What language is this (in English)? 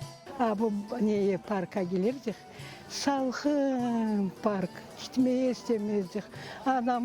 Crimean Tatar